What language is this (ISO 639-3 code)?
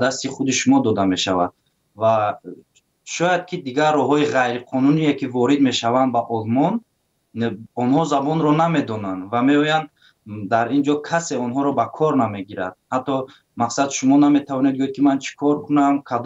tgk